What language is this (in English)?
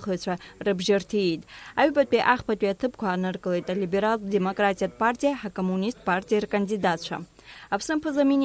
Abkhazian